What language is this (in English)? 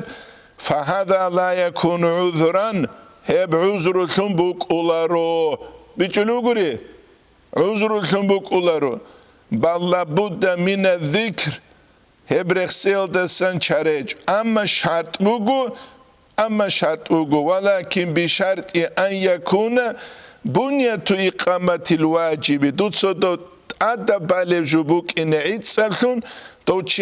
Avaric